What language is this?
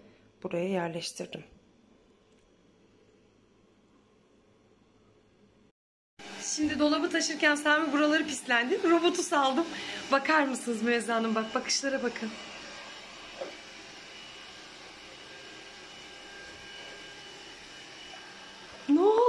Turkish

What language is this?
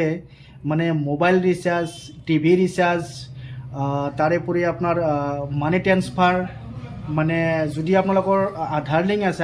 Assamese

